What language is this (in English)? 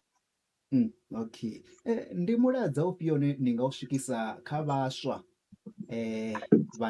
Venda